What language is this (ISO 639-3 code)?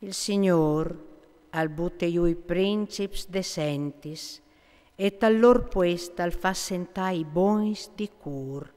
fur